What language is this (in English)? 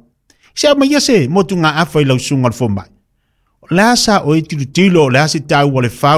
Samoan